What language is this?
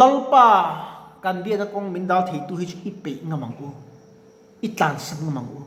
Mizo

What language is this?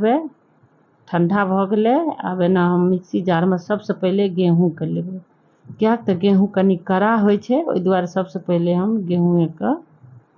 Maithili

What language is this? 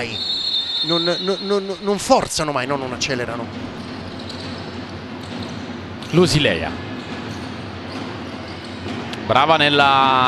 Italian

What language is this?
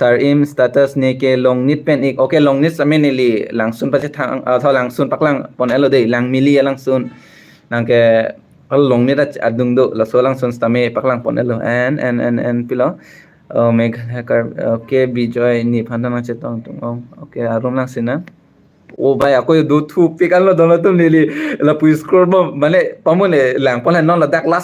Karbi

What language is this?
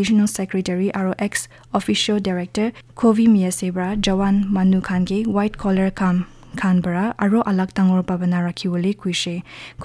Naga Pidgin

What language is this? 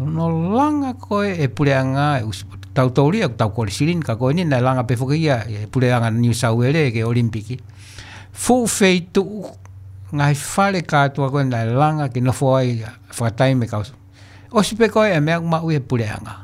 Tongan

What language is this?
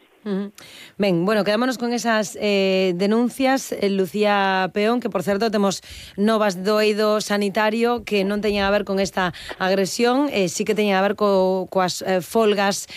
Galician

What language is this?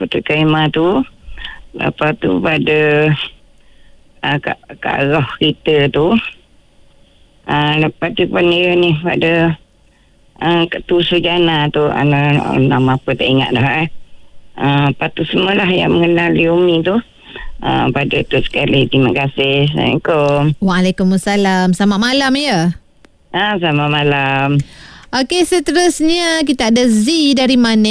Malay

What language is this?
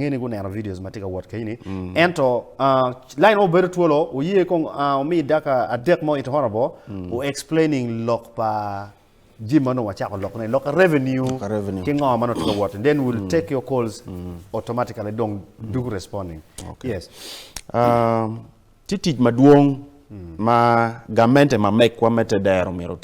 Acoli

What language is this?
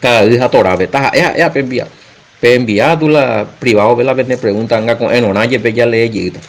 Guarani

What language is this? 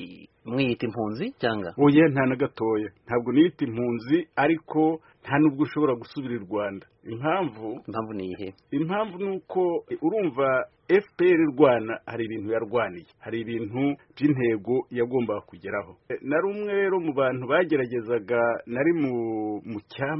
Kinyarwanda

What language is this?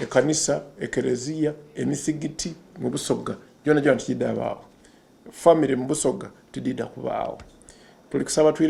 Soga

